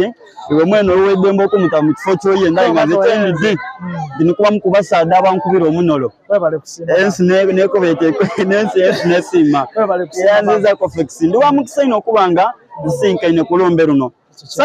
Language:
Soga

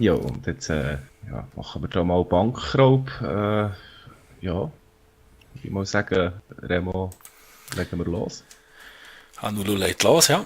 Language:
Swiss German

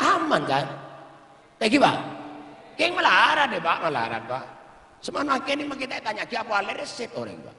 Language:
Madurese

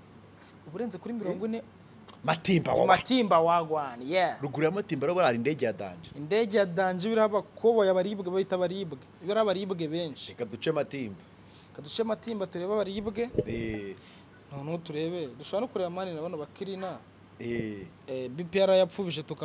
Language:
Kinyarwanda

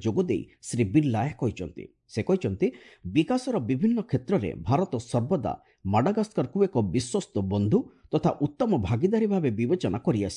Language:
Odia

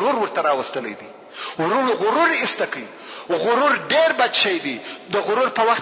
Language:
Pashto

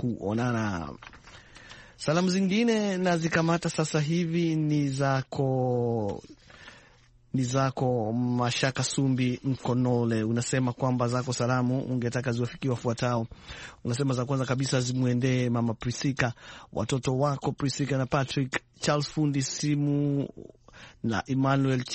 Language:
Swahili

